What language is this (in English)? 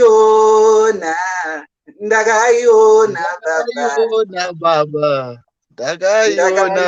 Shona